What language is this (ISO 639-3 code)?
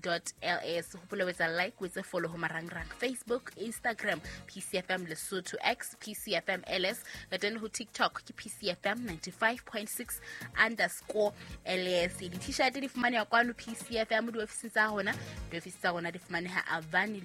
sot